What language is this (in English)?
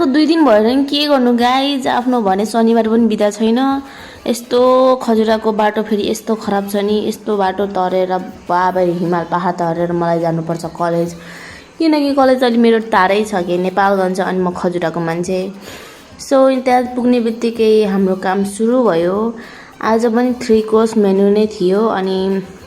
Nepali